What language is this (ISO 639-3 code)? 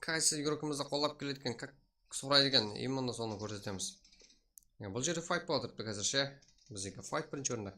kaa